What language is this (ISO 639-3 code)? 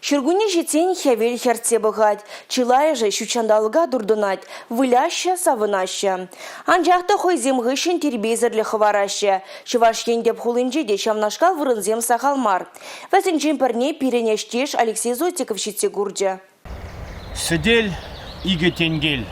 chv